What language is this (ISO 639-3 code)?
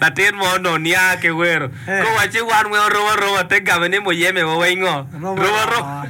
ach